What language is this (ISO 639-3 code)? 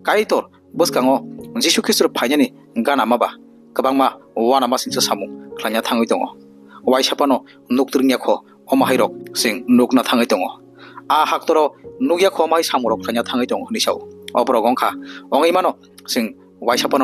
trp